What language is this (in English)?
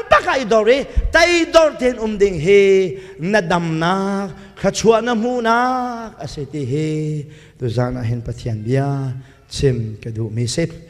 Hakha Chin